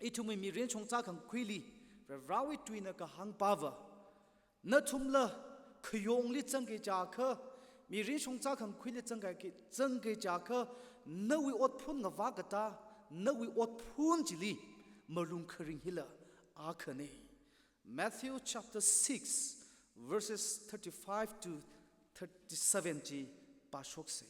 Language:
Tangkhul Naga (India)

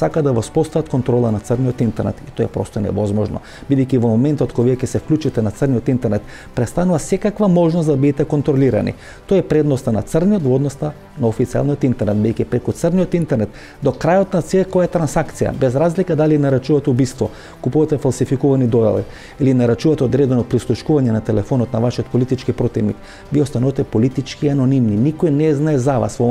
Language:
Macedonian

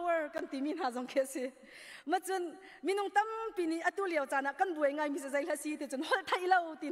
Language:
Hakha Chin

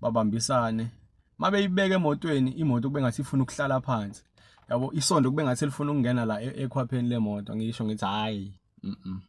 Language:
Zulu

